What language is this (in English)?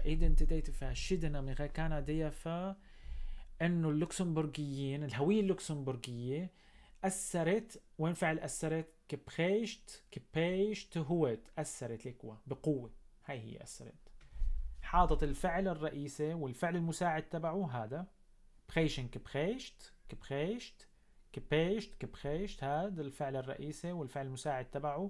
North Levantine Arabic